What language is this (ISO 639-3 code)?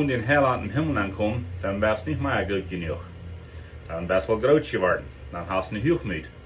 pdt